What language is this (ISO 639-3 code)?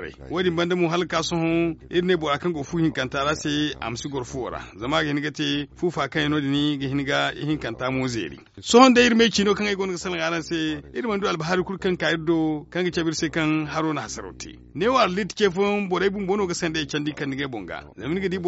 dje